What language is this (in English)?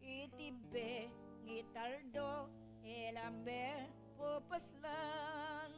Pampanga